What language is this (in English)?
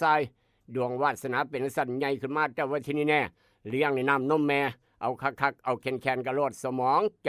Northeastern Thai